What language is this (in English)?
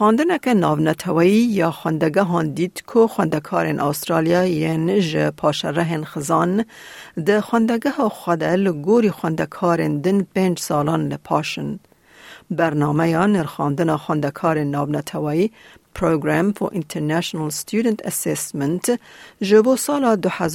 Kurdish